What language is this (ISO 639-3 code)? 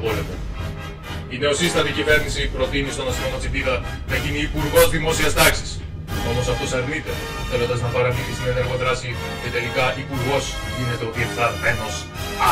ell